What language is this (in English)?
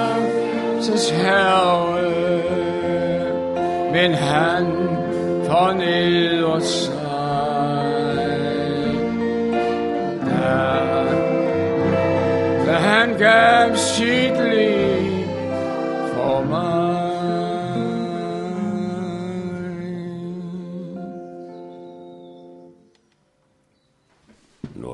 Danish